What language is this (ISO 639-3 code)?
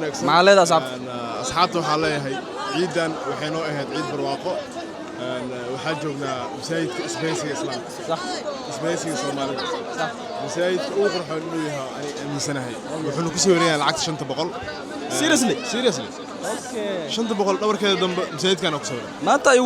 som